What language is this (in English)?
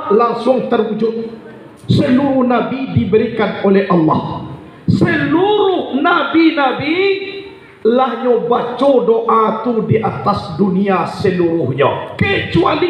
Minangkabau